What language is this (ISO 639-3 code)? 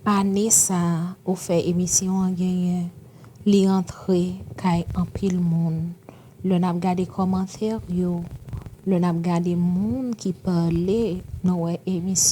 hat